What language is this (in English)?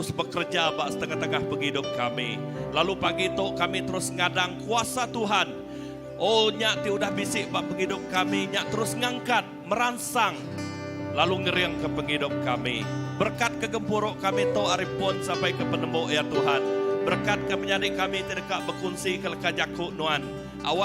Iban